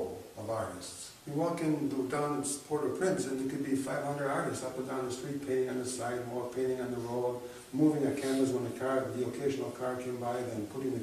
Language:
English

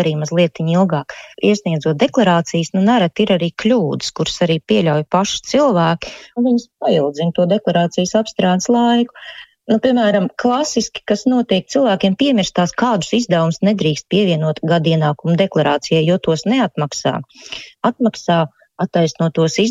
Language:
Latvian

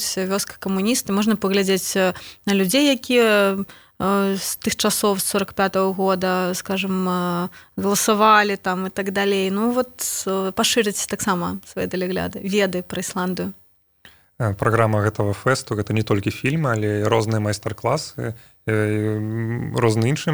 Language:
Belarusian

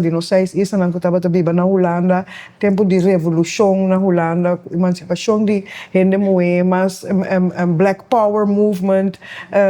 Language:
Papiamento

